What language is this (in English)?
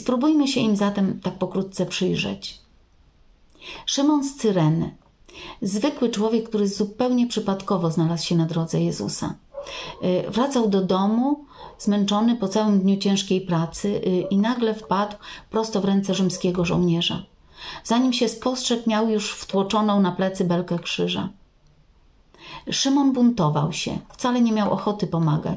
Polish